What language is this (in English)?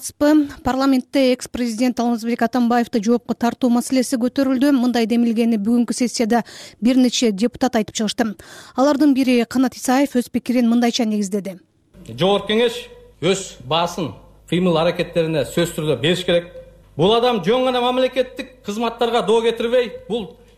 Kyrgyz